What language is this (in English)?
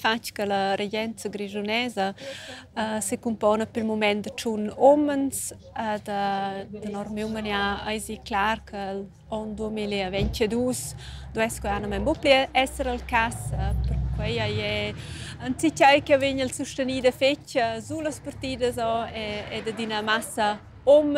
Romansh